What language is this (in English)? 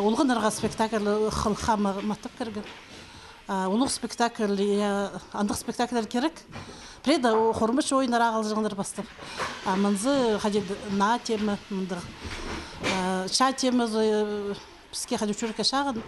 Khakas